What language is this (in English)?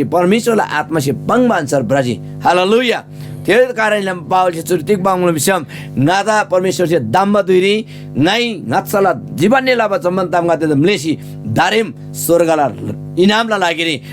Eastern Tamang